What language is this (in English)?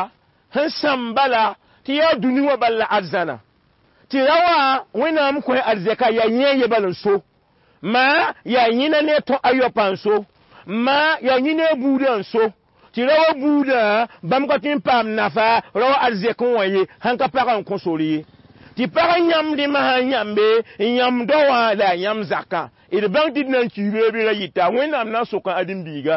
Mossi